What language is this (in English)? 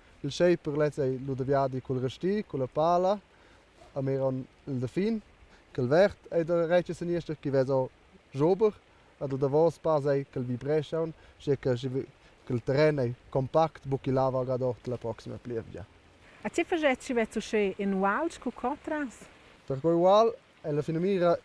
Romansh